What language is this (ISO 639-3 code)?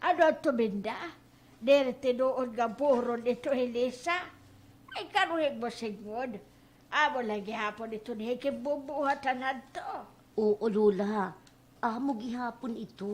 war